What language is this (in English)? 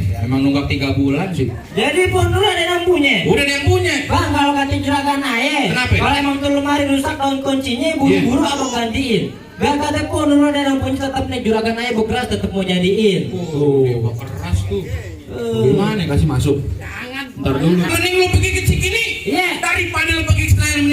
Betawi